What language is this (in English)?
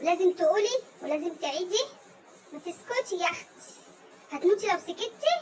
Egyptian Arabic